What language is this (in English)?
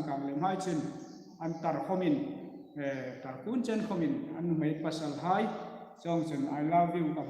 Hmar